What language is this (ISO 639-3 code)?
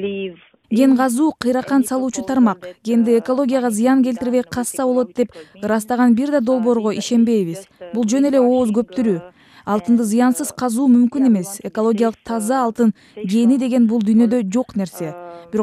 kir